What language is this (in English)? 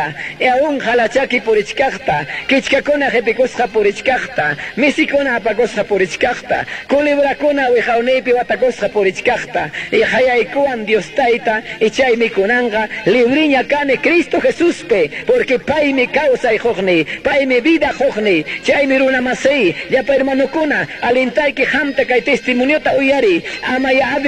Ayacucho Quechua